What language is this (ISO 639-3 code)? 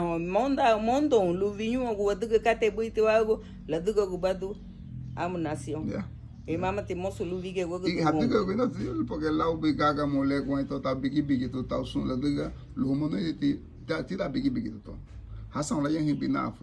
cab